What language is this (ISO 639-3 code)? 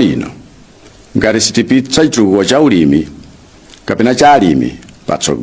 nya